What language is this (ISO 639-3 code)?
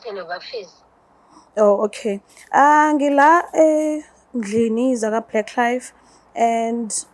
zul